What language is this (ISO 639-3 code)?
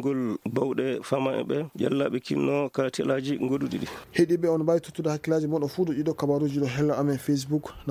ffm